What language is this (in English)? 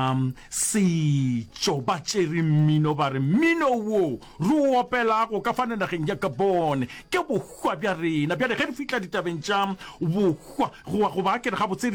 Northern Sotho